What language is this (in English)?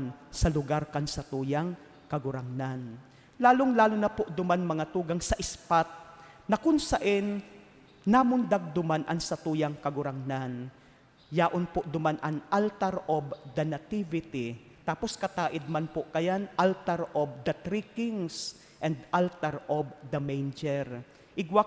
Bikol